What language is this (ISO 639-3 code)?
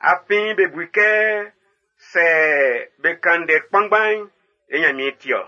bci